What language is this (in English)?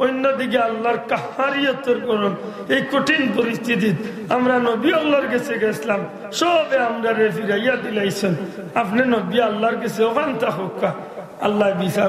Sylheti